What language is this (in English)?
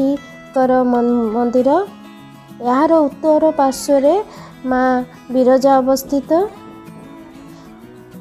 Odia